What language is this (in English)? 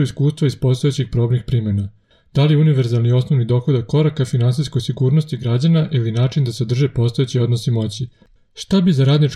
Serbian